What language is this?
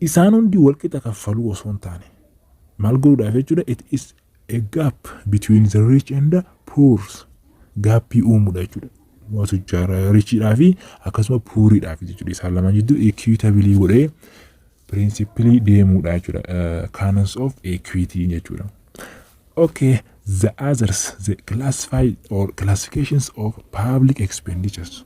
Oromo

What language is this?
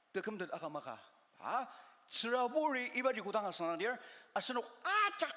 Ao Naga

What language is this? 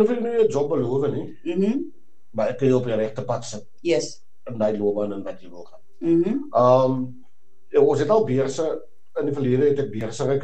Afrikaans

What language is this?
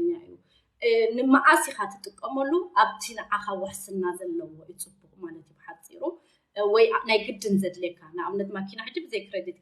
Tigrinya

